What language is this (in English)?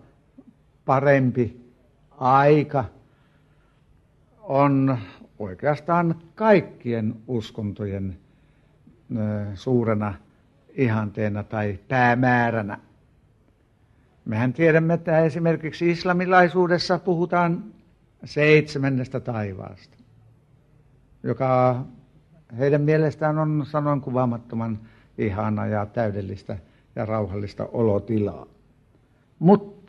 Finnish